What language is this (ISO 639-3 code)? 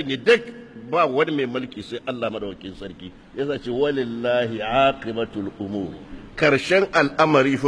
hau